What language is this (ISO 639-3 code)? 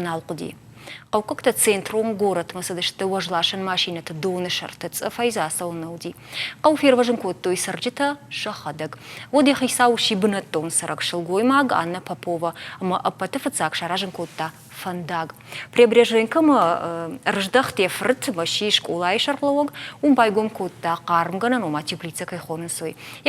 oss